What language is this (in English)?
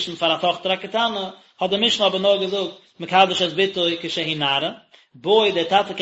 Yiddish